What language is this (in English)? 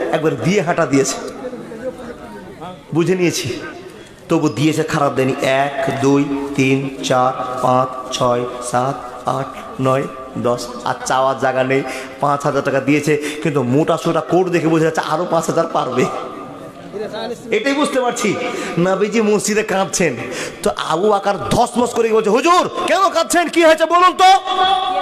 Bangla